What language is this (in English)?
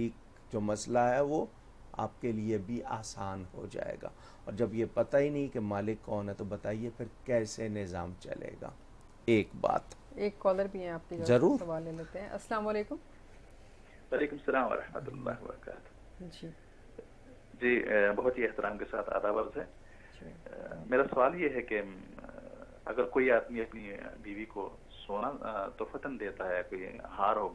Urdu